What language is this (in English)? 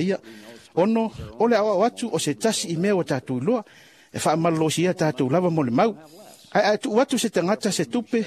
Samoan